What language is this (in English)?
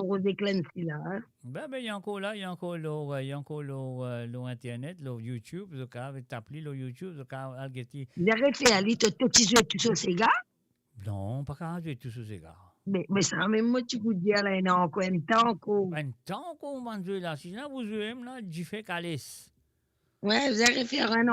Morisyen